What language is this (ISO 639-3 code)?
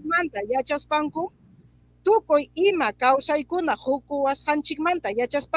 quy